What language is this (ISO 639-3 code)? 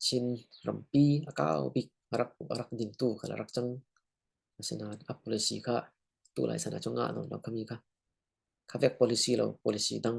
cfm